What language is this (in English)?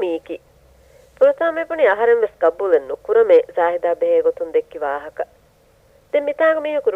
Divehi